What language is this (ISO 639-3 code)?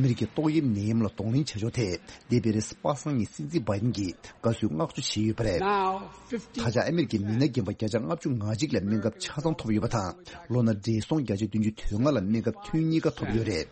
bod